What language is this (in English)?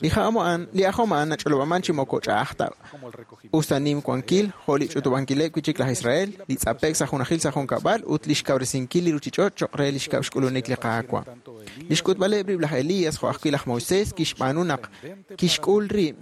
Kekchí